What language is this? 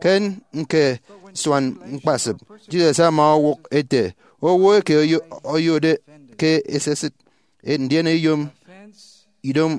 Efik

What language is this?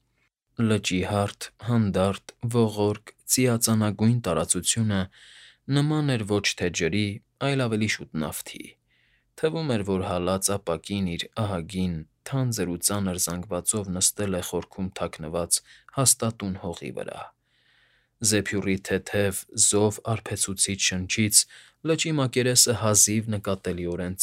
Armenian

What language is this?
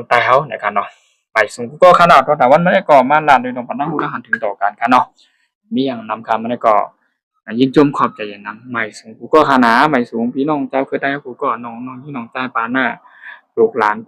Shan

